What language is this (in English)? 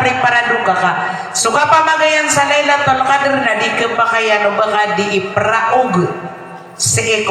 Maranao